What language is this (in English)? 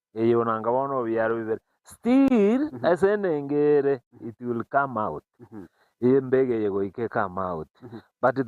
Gusii